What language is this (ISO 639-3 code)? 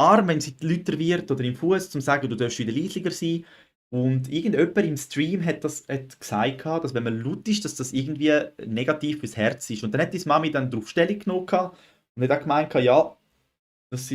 gsw